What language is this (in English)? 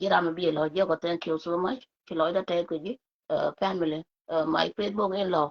Nuer